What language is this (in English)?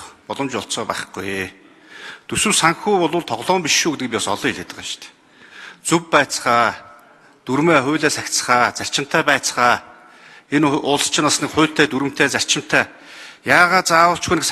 Mongolian